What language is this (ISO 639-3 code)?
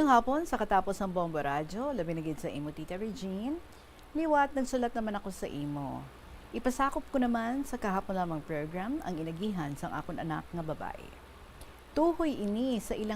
hil